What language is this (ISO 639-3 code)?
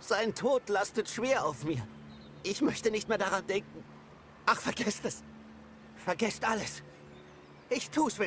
deu